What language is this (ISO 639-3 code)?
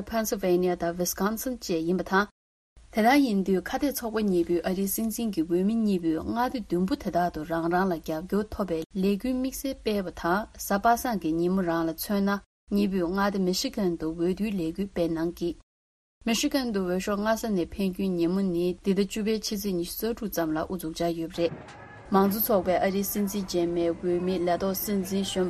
bod